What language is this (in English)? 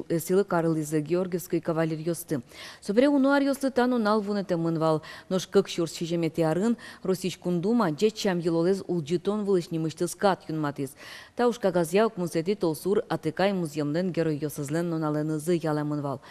Udmurt